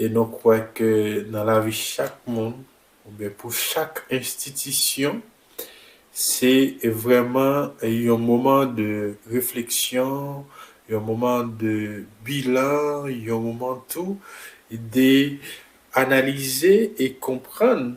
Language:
Haitian Creole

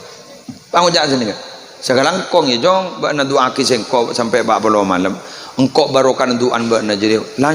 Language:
Madurese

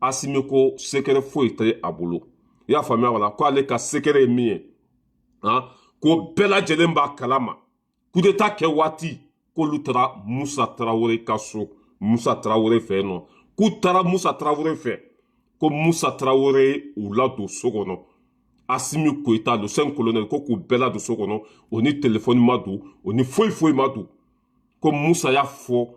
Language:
Bambara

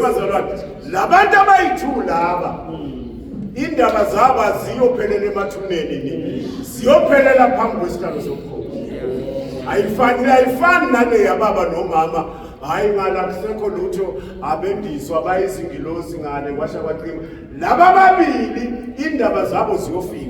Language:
Zulu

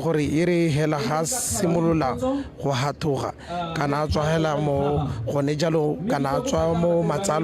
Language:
Tswana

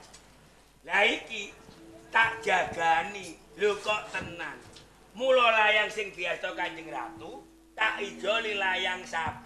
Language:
Javanese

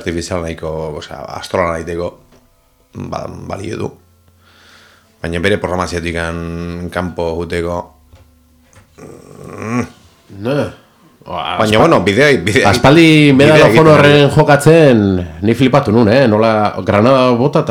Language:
Basque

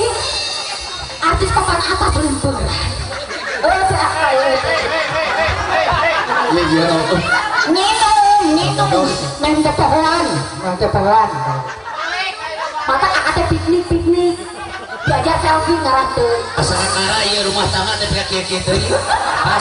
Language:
Sundanese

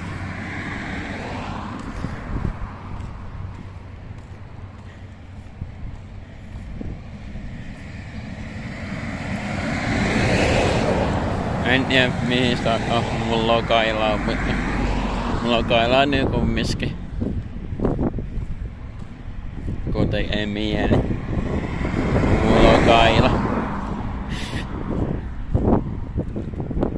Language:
Finnish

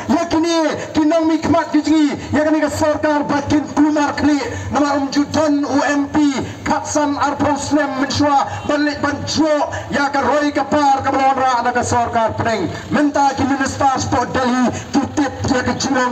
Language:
Khasi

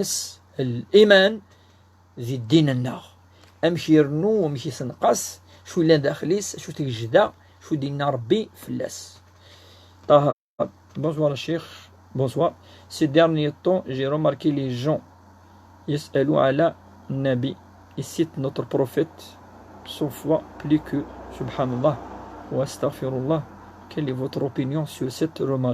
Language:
Kabyle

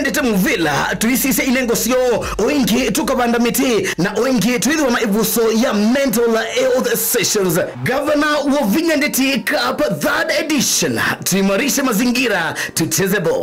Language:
Kamba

